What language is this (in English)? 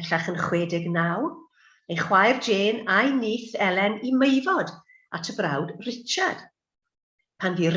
Welsh